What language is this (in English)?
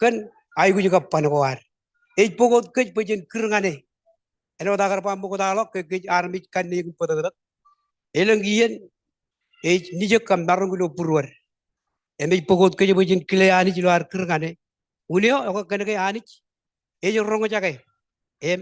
Marshallese